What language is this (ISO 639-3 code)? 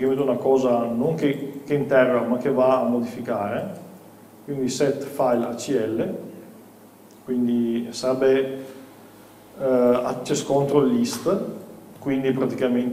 ita